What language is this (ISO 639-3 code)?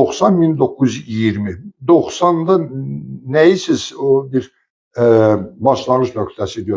aze